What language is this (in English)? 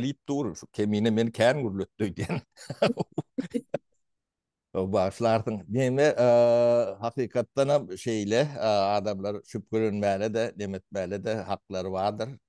Turkmen